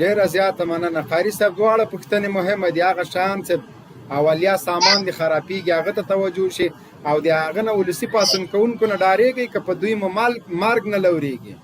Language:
Pashto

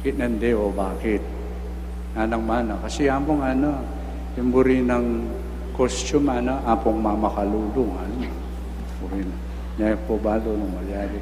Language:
Pampanga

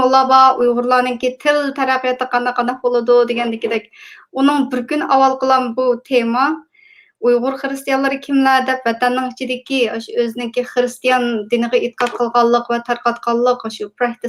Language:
Uyghur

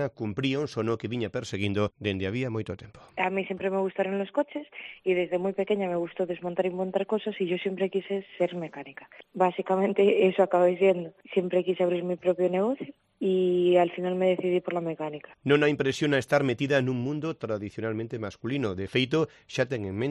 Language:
Galician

